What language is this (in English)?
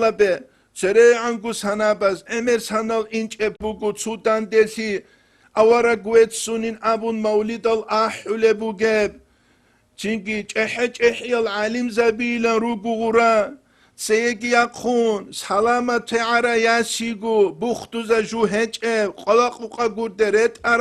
Avaric